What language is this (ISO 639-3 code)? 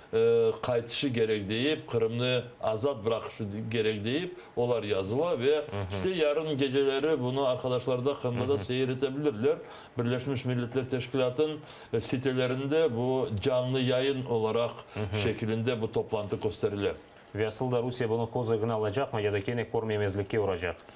crh